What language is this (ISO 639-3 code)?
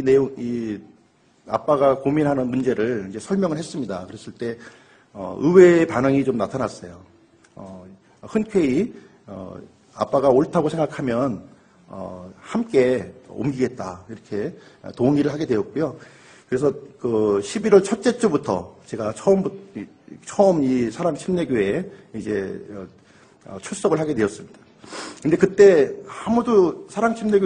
kor